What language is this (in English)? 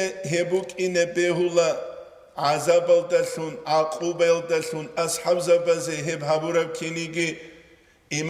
Avaric